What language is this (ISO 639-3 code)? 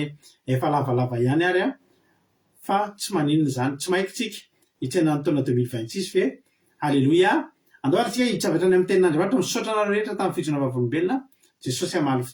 mlg